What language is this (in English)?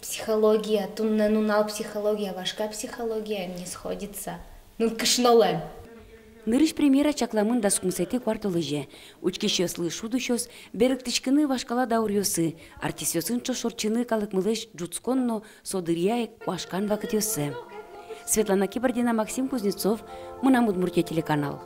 Udmurt